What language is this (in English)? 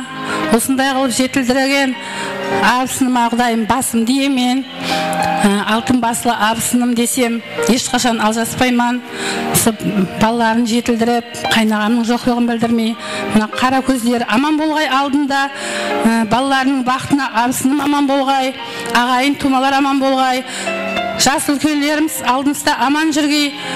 Kara-Kalpak